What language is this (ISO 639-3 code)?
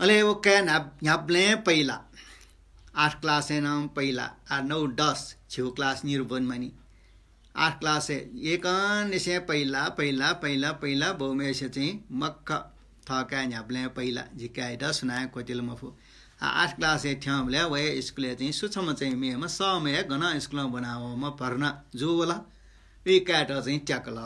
new